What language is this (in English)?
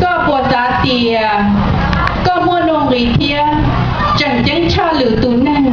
Hmong